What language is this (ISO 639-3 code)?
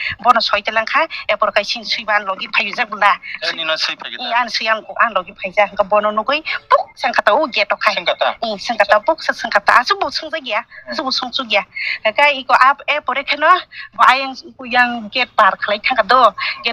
trp